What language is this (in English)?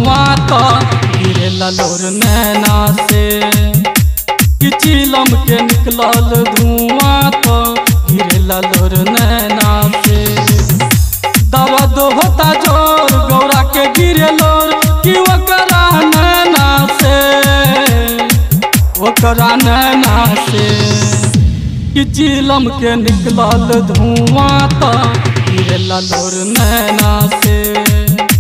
Bhojpuri